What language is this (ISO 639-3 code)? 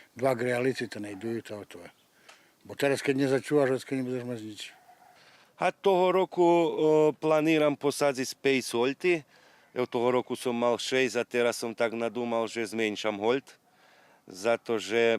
rue